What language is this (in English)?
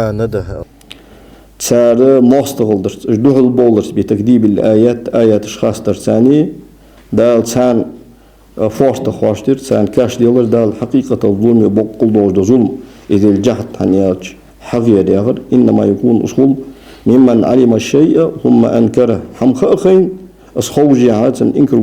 Ingush